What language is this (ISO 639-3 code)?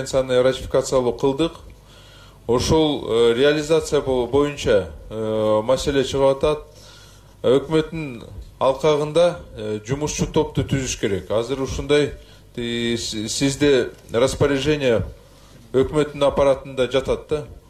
kir